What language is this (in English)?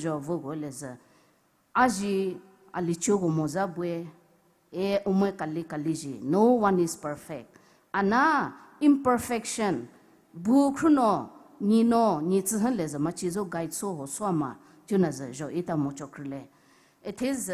Poumei Naga